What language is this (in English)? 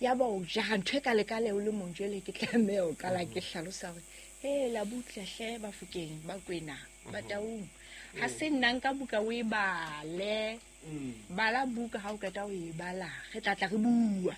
Southern Sotho